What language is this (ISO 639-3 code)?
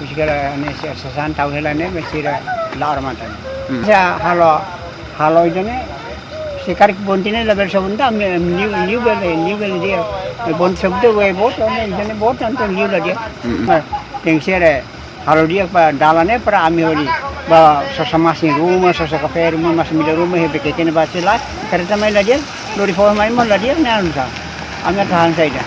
tet